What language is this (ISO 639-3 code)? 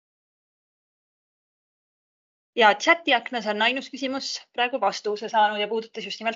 est